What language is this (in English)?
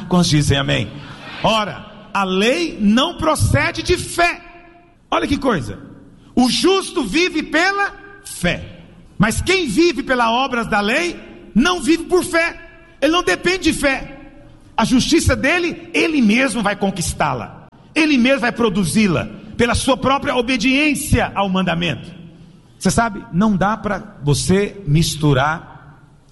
Portuguese